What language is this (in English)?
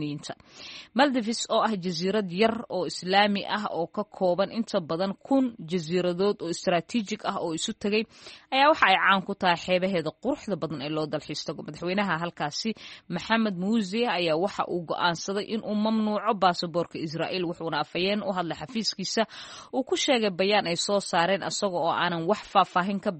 Somali